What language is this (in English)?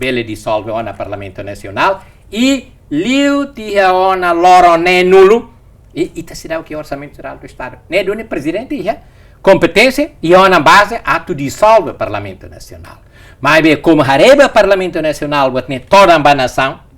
Tetum